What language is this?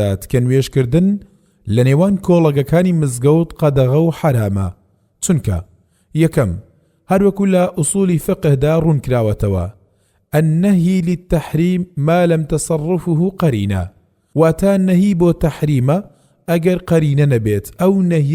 Central Kurdish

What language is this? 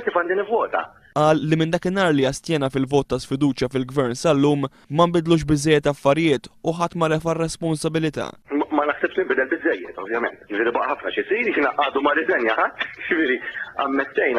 Maltese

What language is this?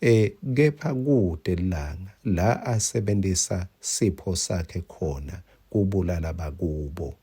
Swati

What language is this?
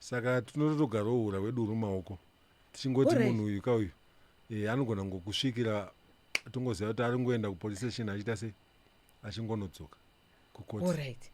Shona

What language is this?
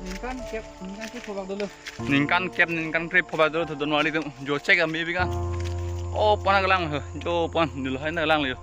Karbi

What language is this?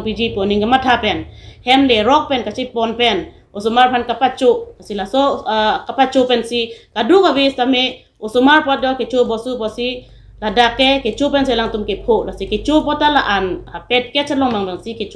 Karbi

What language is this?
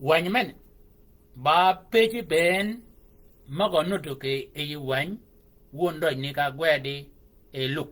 Shilluk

